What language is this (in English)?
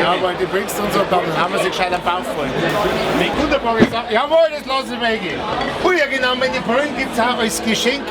Bavarian